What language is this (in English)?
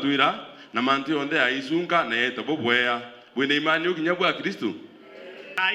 Meru